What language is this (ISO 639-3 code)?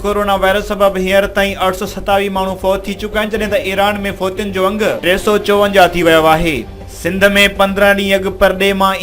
snd